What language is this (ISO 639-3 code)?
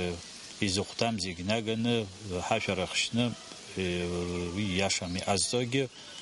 abk